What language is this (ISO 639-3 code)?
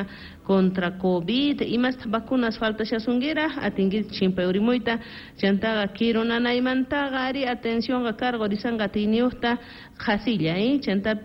que